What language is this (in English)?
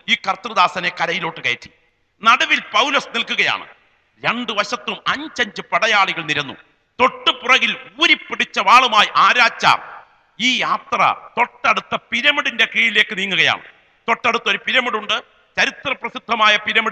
Malayalam